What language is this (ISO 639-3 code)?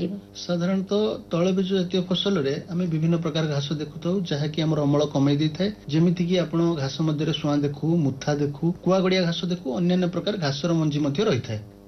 ori